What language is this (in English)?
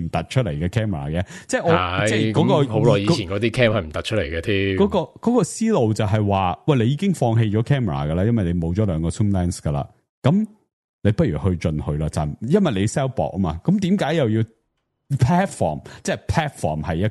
Cantonese